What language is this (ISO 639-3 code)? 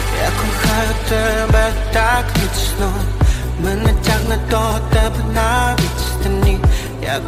ukr